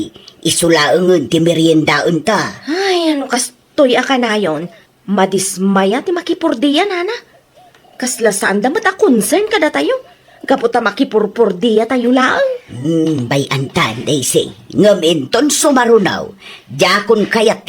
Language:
Iloko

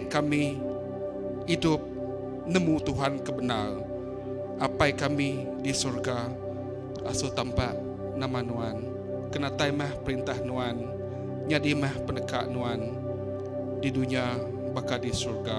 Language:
Iban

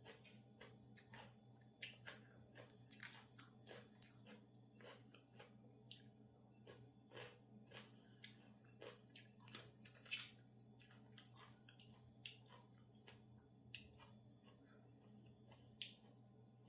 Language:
Northeastern Thai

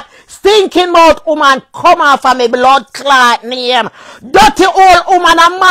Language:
Jamaican Creole English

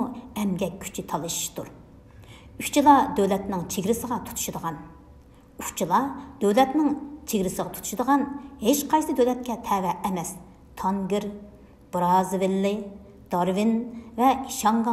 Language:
Uyghur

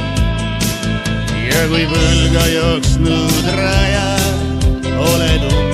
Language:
Estonian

